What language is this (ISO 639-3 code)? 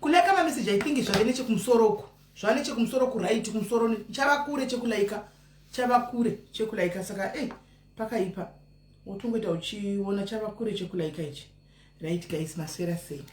sna